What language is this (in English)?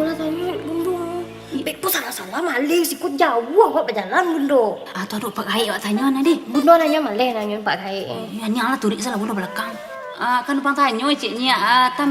Minangkabau